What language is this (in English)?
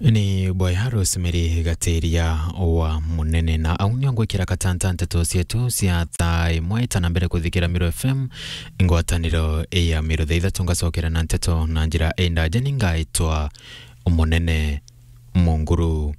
Meru